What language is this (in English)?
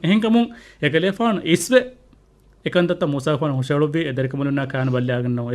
Divehi